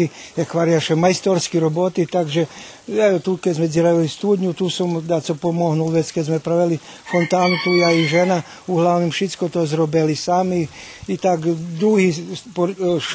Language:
Rusyn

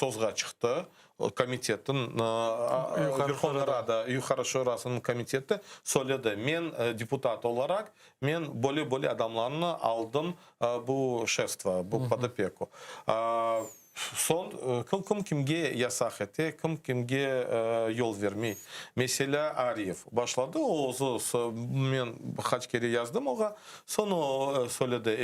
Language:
Crimean Tatar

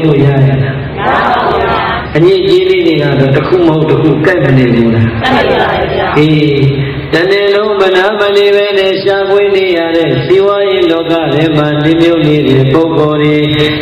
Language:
Burmese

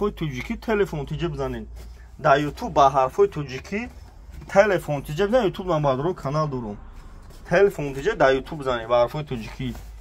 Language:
Tajik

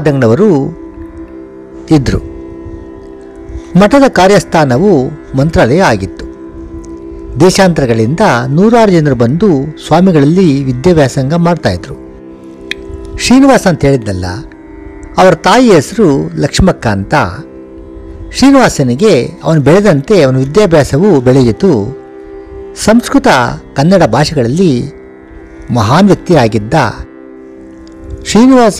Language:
Kannada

